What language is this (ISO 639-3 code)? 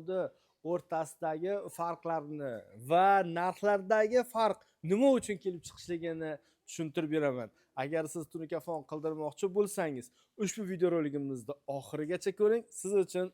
uzb